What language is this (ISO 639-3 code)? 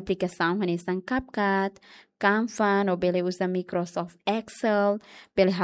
tet